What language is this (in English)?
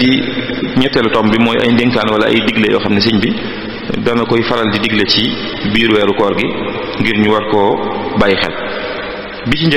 Wolof